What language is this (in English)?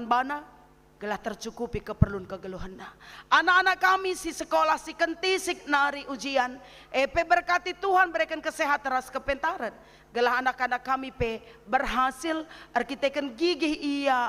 Batak Karo